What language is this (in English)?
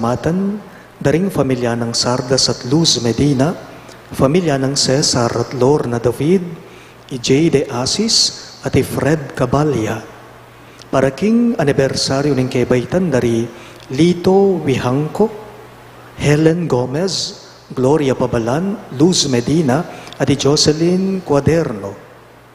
Pampanga